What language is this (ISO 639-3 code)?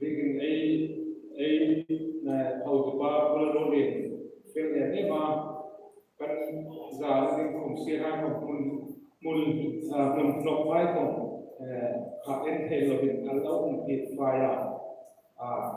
hmr